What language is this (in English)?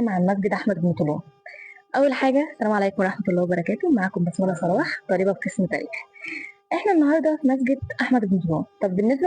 Egyptian Arabic